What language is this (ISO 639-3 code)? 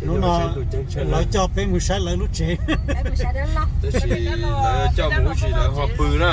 hmn